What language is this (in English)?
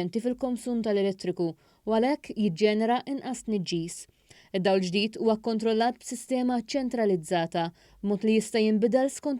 Maltese